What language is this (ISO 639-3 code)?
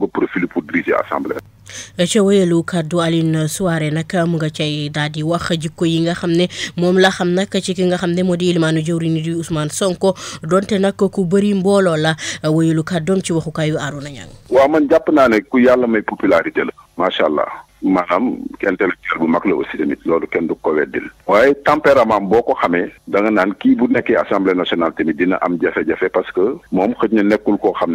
wol